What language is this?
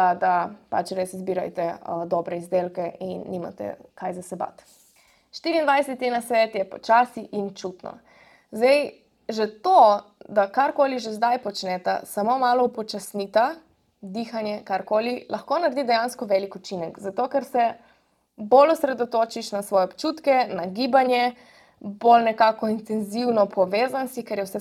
Slovenian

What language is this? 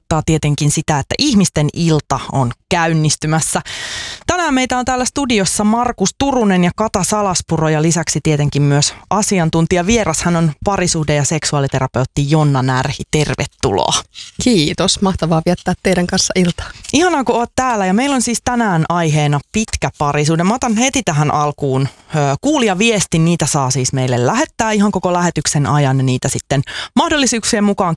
Finnish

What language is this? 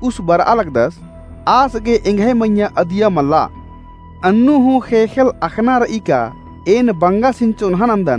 Kurukh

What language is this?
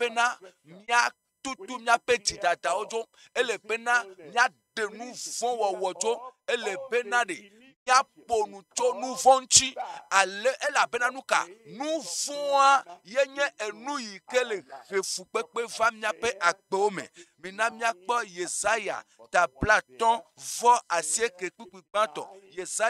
Ewe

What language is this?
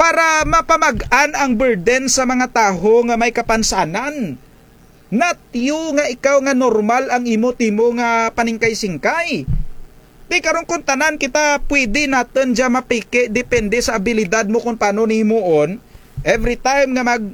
Kinaray-a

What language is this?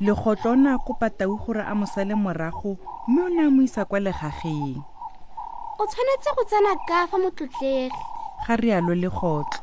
Tswana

